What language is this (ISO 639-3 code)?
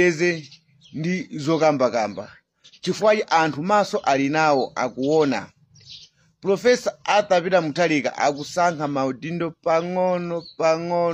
nya